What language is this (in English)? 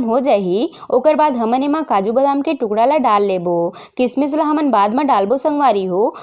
Chhattisgarhi